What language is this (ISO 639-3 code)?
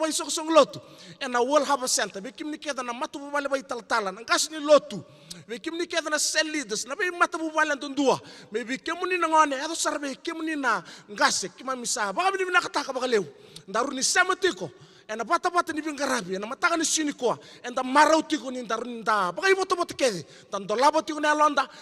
fij